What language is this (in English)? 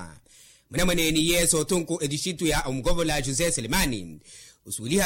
Makhuwa